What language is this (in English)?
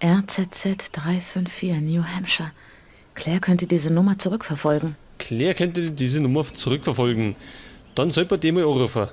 Bavarian